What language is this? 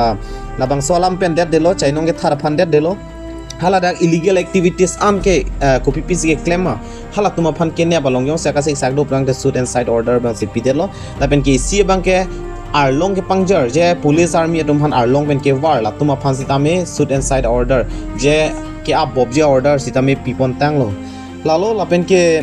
Karbi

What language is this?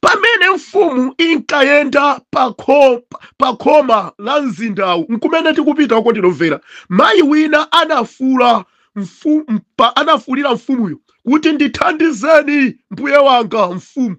Nyanja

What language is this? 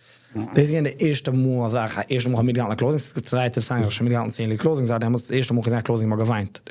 Yiddish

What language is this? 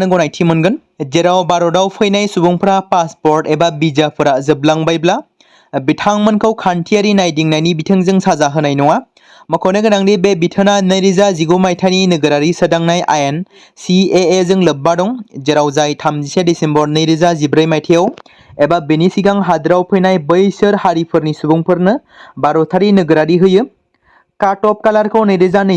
Bodo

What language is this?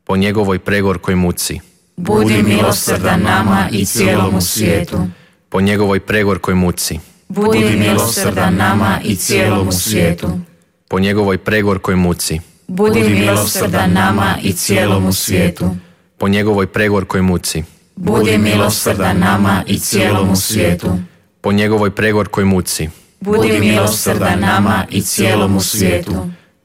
Croatian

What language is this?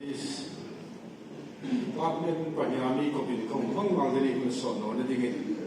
Hmar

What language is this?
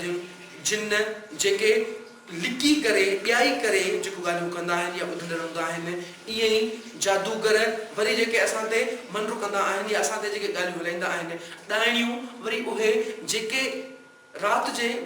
Sindhi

